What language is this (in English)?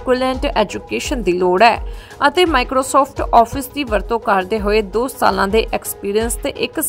Punjabi